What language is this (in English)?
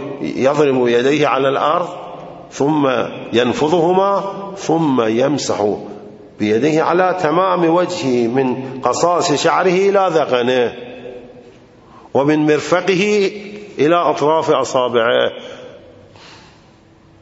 Arabic